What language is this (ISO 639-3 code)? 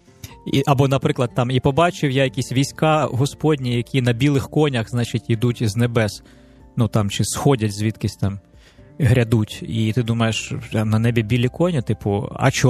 ukr